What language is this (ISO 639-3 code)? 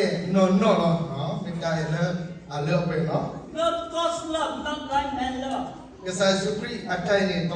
ksw